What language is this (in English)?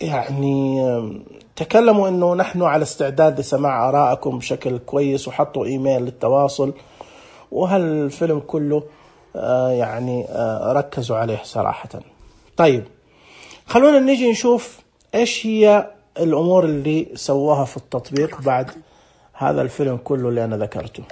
Najdi Arabic